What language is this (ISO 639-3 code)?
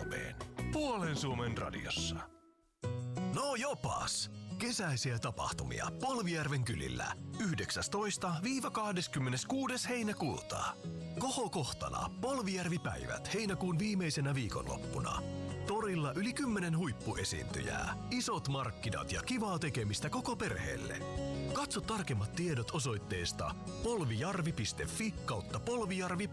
fin